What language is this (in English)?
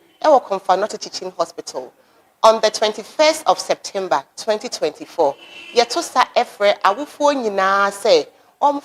Akan